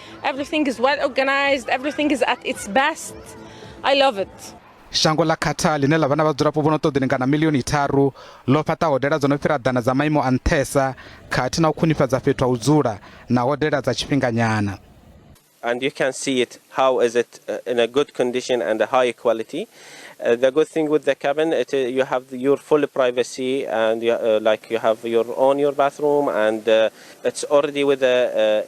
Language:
Venda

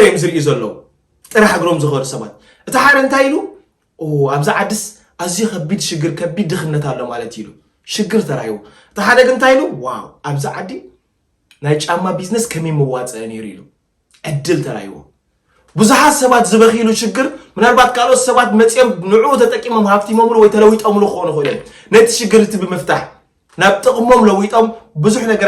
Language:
Tigrinya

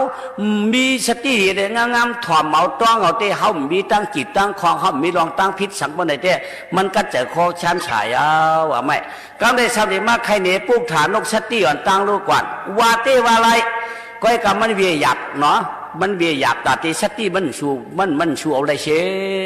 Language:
Shan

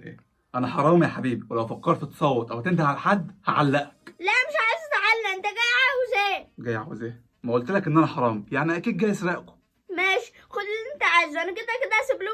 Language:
Egyptian Arabic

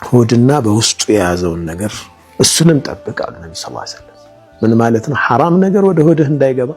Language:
Amharic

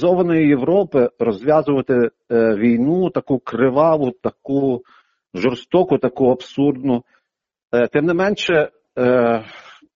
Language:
Ukrainian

